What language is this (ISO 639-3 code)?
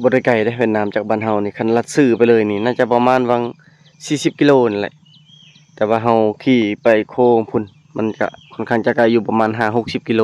lao